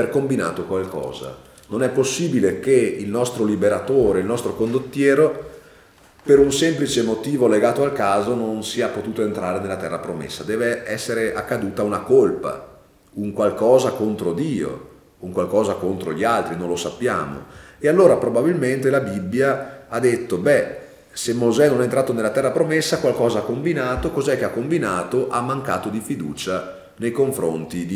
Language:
Italian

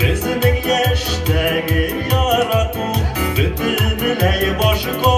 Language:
Tatar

